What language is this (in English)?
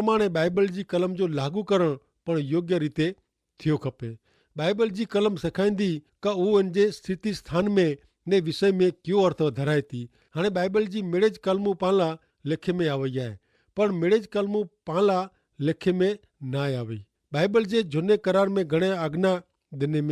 Kachhi